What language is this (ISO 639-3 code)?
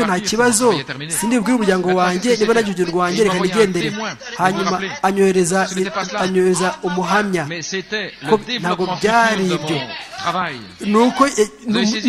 kin